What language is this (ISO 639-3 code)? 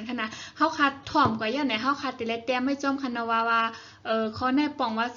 shn